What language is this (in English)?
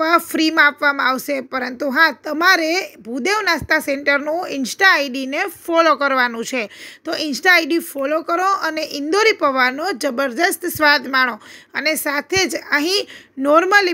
Gujarati